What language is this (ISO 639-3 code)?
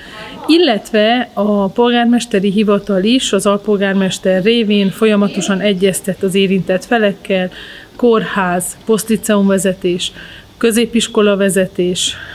hun